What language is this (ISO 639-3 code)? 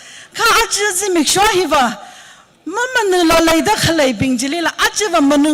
nmf